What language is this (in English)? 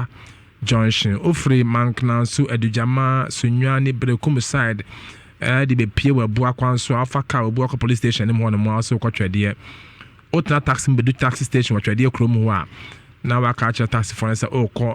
Akan